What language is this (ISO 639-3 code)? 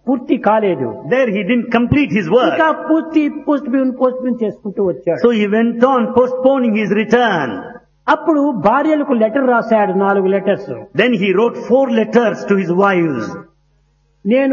tel